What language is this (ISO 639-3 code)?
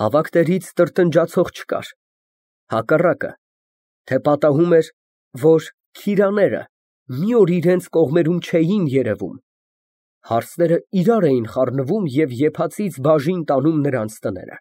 hye